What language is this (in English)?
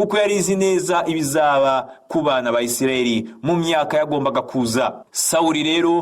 Kinyarwanda